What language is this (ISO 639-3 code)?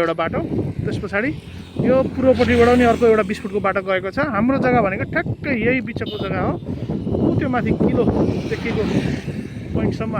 nep